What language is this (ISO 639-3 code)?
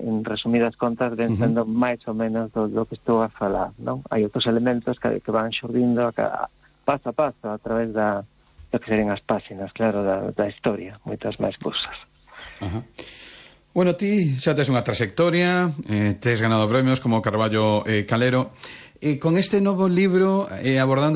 glg